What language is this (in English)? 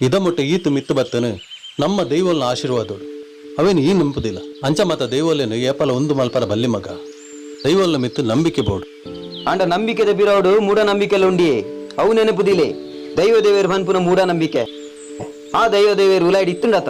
Tulu